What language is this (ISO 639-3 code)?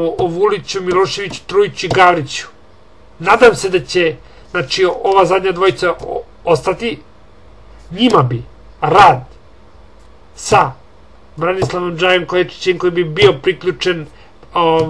srp